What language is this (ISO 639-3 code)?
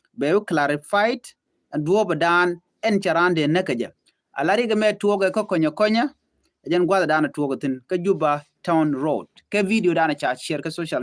nus